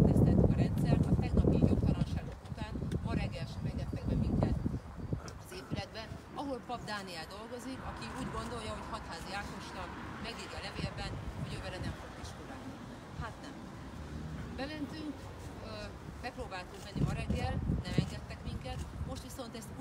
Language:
Hungarian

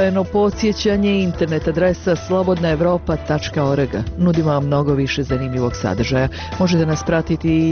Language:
Bosnian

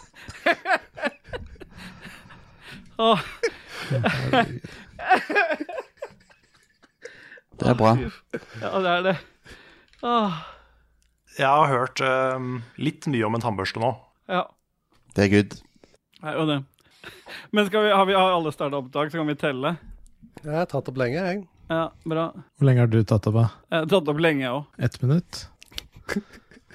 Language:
Norwegian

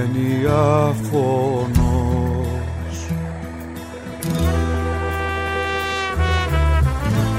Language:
Greek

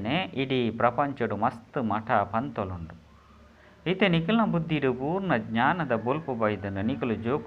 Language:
Tulu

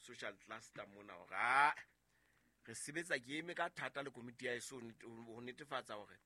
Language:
Southern Sotho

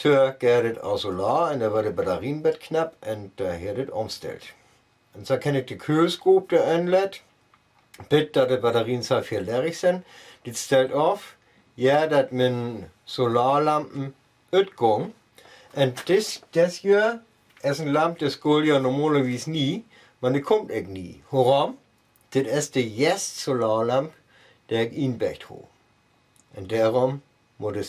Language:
Northern Frisian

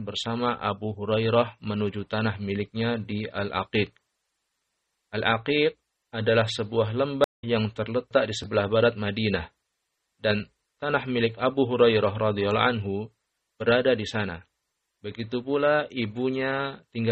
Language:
Indonesian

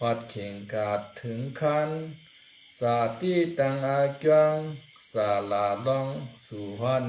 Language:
Shan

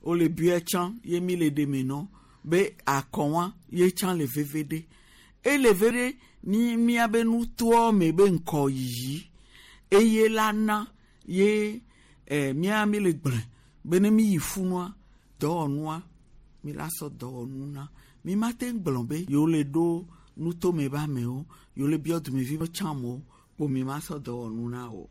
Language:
Gen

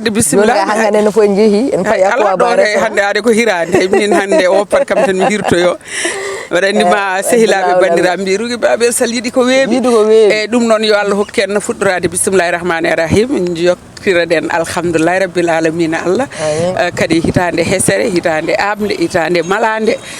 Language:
Fula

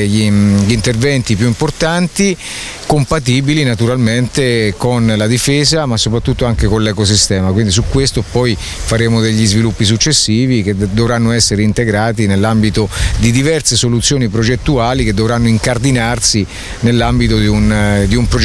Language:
Italian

